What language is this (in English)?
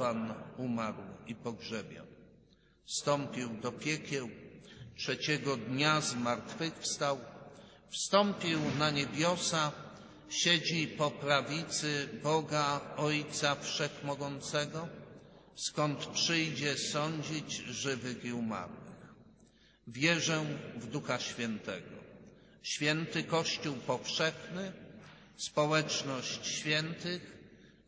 Polish